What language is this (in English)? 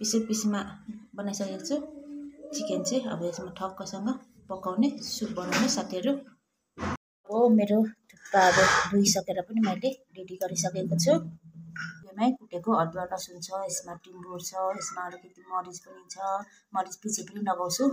Nepali